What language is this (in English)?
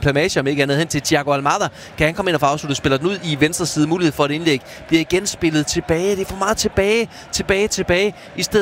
Danish